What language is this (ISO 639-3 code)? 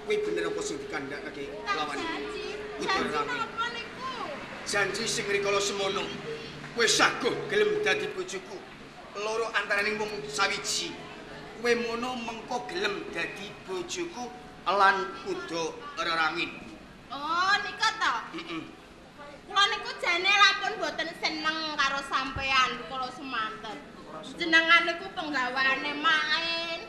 jav